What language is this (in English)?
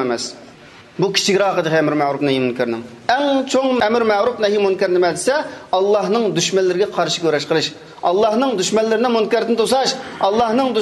Uyghur